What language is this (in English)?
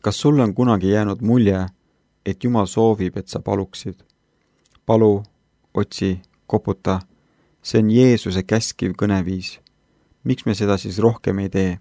Estonian